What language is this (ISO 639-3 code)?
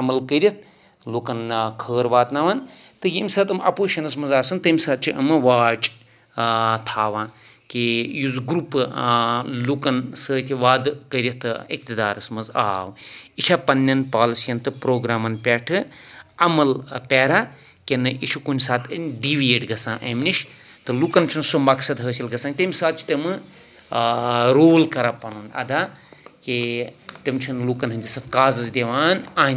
kas